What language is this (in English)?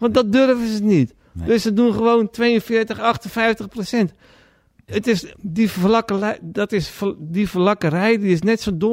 Dutch